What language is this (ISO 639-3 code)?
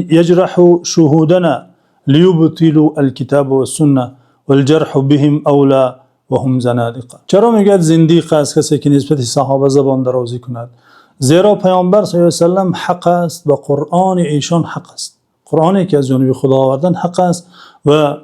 tgk